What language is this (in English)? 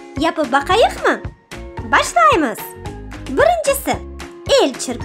Crimean Tatar